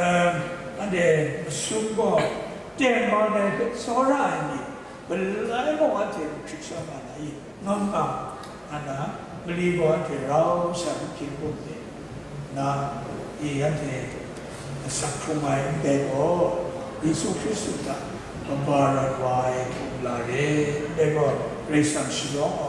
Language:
Kachin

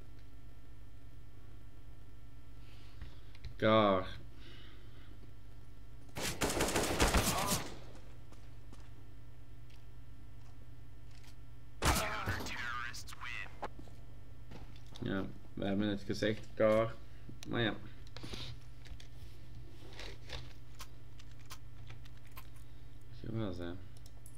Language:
Dutch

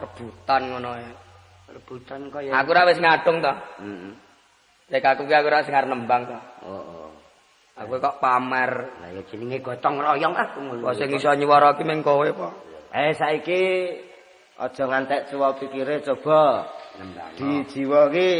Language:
Javanese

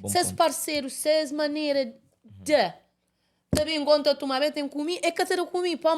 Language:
Kabuverdianu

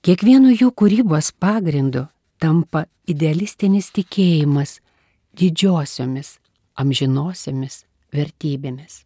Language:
Lithuanian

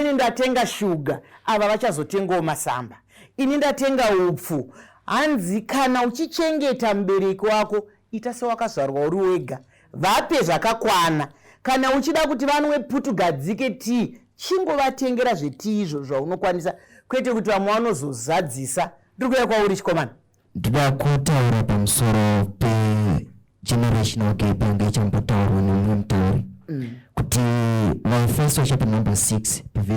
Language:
Shona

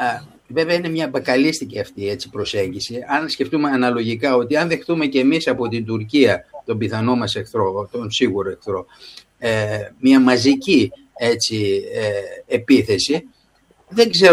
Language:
Greek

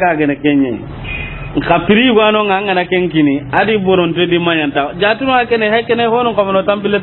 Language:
Soninke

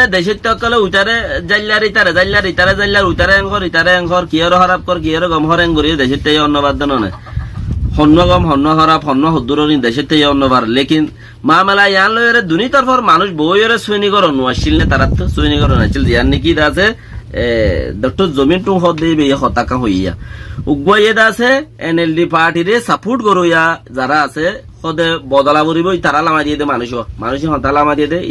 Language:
Rohingya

